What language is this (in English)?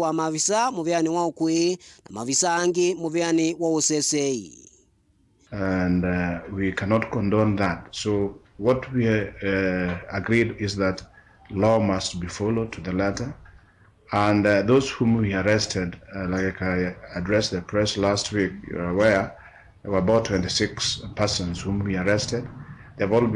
Kamba